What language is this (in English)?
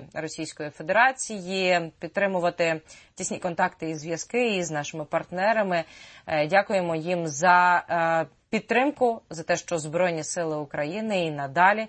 Ukrainian